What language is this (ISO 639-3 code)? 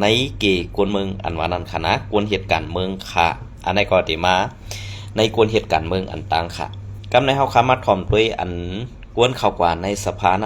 shn